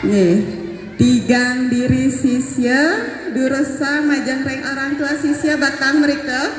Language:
Balinese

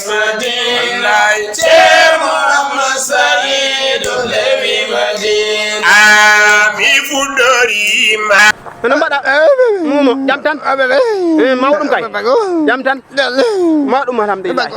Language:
Fula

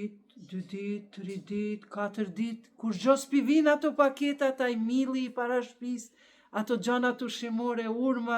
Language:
Albanian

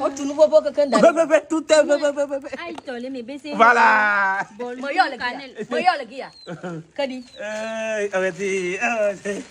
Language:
Ewe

